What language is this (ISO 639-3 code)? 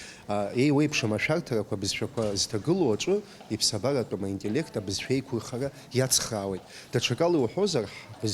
abk